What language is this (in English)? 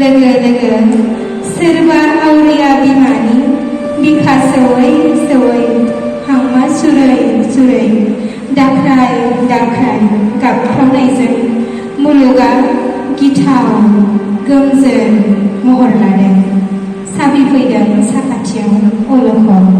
Bodo